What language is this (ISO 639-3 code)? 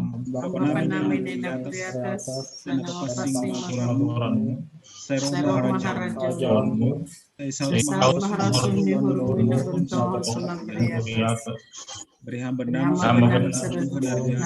bts